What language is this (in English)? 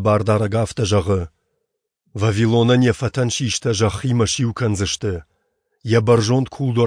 Ossetic